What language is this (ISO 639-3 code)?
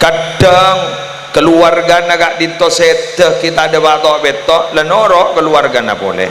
mad